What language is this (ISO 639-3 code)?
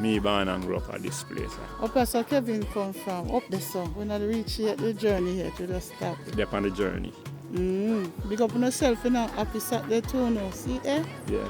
jam